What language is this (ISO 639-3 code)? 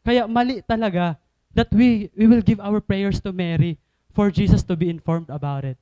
war